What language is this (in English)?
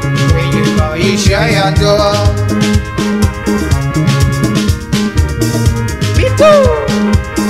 Swahili